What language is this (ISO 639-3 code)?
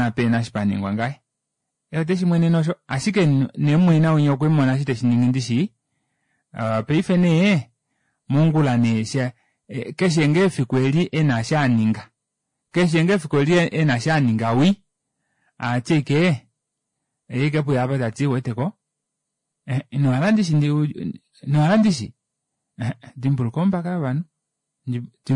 kua